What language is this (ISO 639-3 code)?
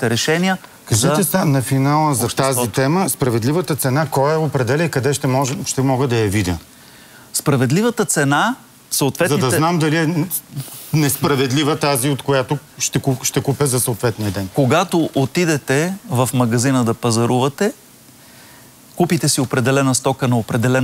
bul